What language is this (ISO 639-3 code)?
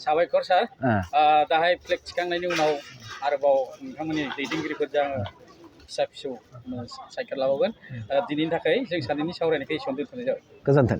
brx